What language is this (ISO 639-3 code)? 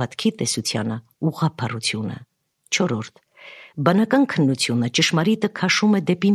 hye